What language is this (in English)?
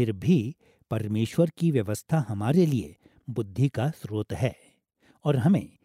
Hindi